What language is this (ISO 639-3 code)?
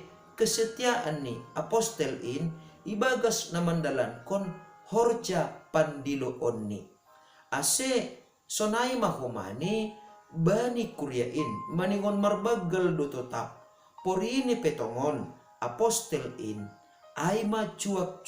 bts